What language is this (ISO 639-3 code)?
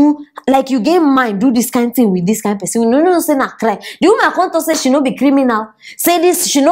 pcm